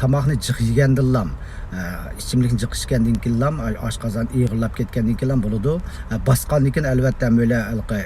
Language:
Uyghur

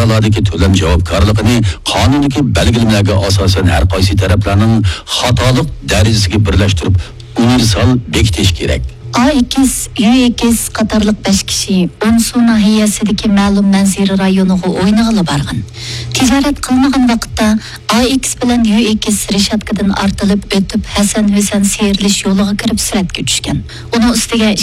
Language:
Uyghur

